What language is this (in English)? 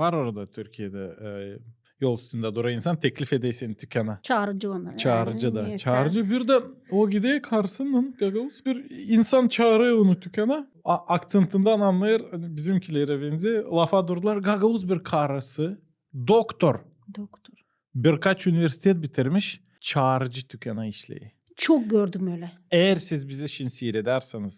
Gagauz